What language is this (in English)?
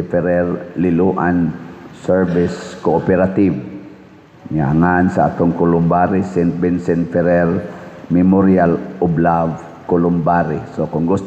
Cebuano